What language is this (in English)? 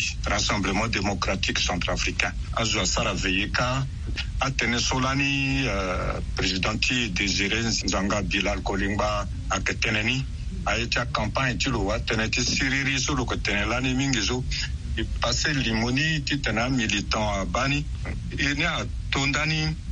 Sango